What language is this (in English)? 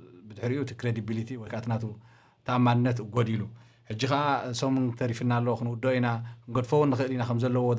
Tigrinya